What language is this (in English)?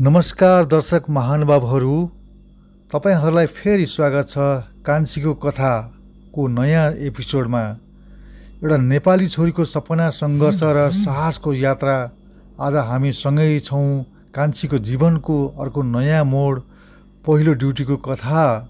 Nepali